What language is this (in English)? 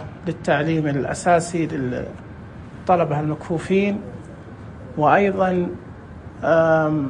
Najdi Arabic